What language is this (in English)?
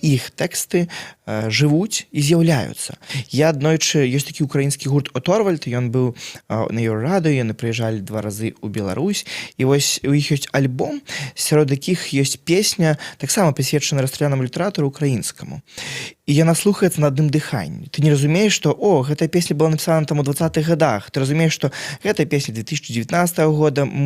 Belarusian